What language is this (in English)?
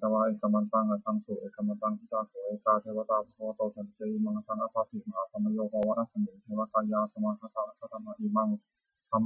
Pali